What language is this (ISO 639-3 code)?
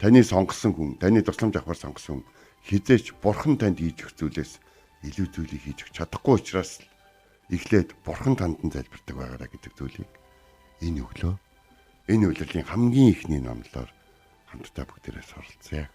mon